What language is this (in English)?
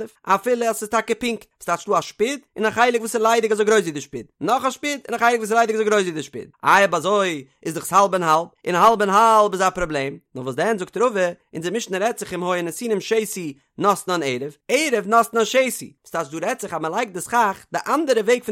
Yiddish